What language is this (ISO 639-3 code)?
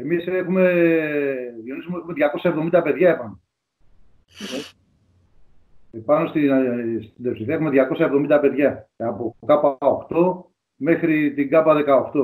ell